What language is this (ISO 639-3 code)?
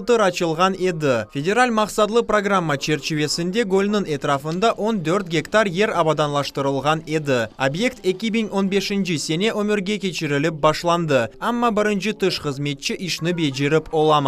crh